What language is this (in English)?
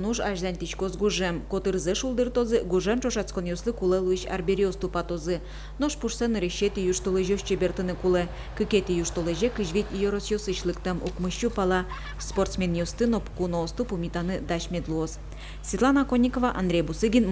Udmurt